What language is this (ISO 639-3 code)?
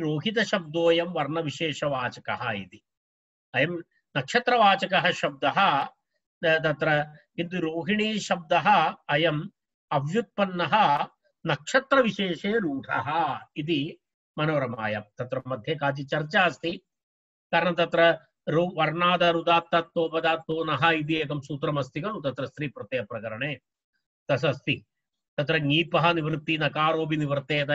san